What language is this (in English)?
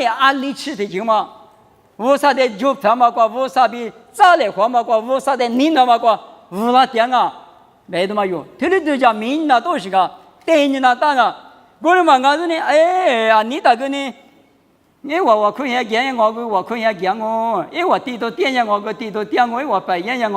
Lisu